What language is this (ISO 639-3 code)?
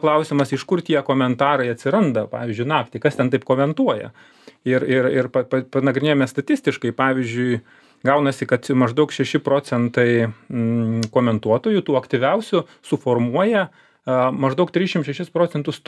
lit